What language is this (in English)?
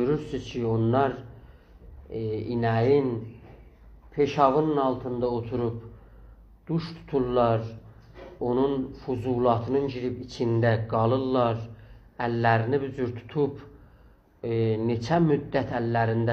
South Azerbaijani